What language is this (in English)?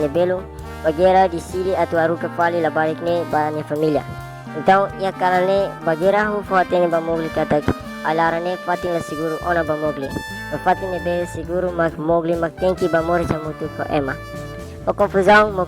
Tetum